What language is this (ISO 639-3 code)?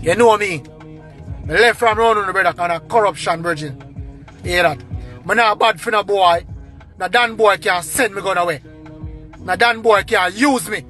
jam